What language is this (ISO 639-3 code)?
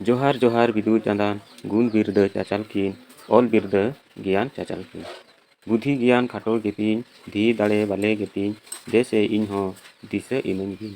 sat